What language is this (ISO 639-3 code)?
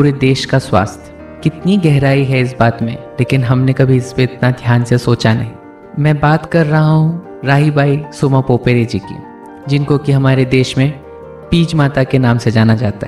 hin